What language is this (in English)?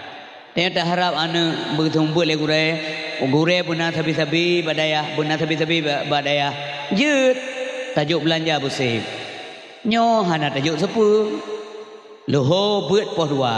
Achinese